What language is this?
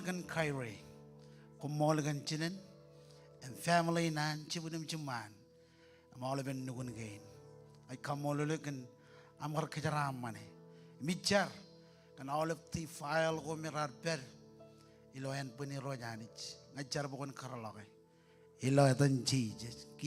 Marshallese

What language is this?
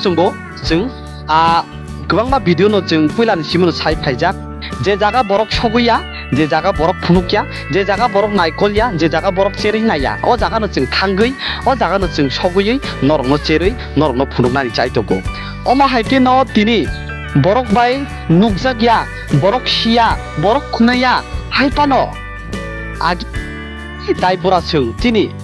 Kok Borok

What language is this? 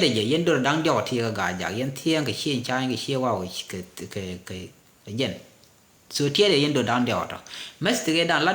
Nuer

